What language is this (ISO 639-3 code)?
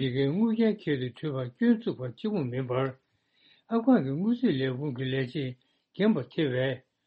bod